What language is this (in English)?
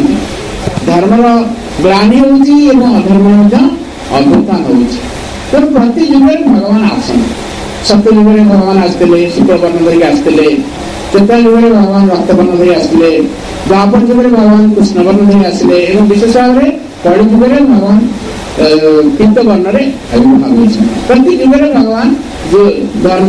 Odia